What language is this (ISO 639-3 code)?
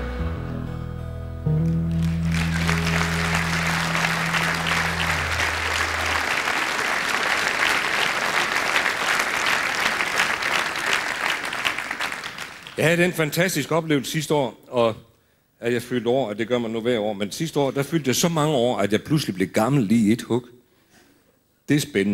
dan